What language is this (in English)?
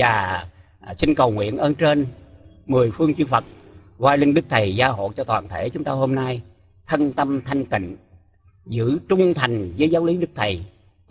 Vietnamese